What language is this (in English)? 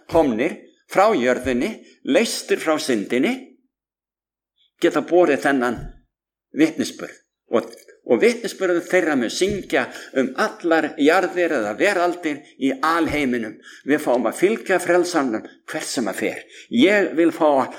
Icelandic